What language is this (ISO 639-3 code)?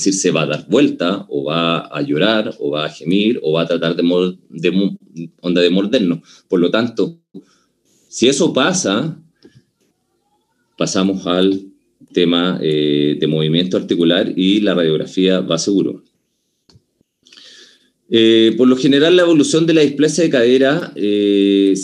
spa